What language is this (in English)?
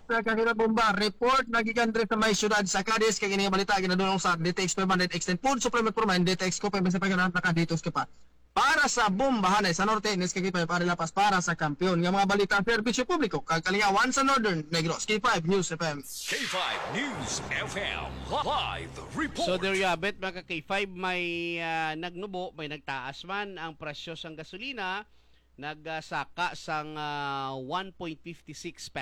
Hiligaynon